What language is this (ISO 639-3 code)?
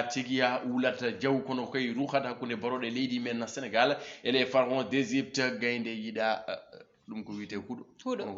ful